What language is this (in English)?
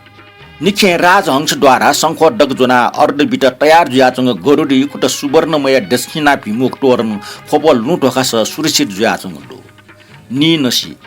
Newari